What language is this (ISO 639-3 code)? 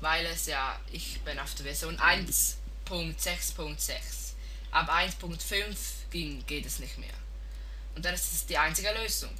gsw